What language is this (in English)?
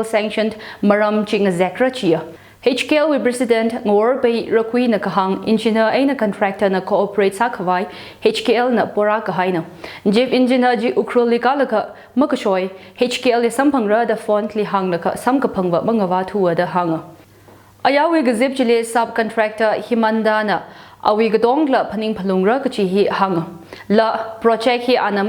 Tangkhul Naga (India)